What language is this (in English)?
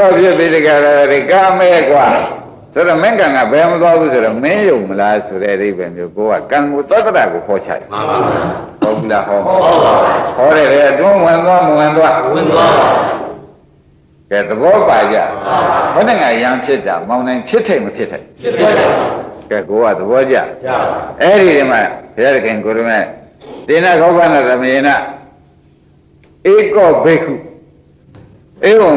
Burmese